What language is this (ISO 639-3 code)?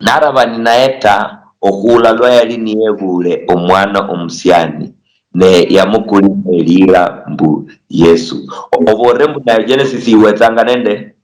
luy